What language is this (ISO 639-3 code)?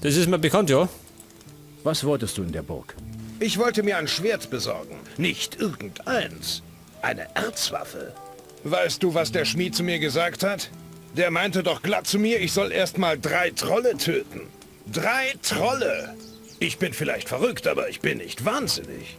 bar